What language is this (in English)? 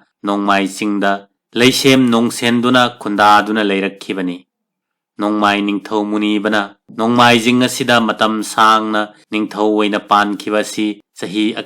Manipuri